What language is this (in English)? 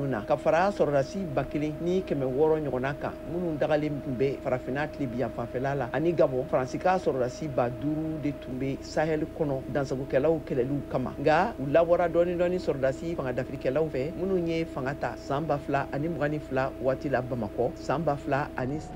Bambara